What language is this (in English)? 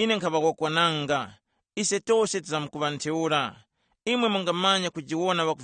Tumbuka